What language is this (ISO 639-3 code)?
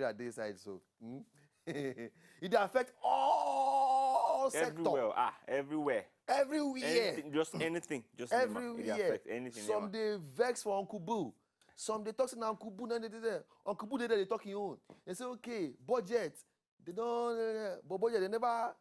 pcm